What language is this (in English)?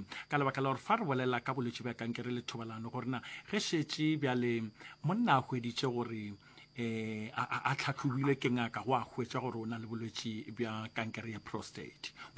Northern Sotho